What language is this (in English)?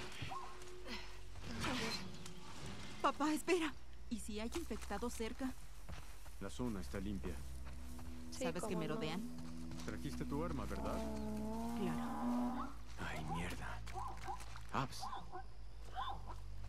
Spanish